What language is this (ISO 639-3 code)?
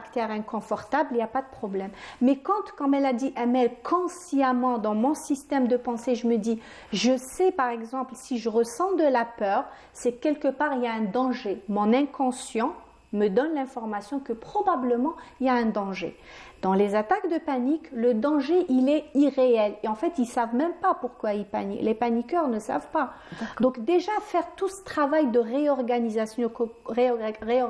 fra